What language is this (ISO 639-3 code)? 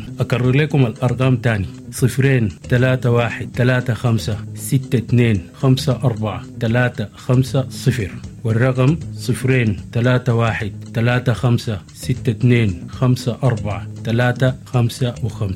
apd